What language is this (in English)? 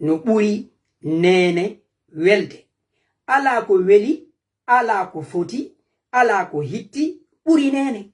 Fula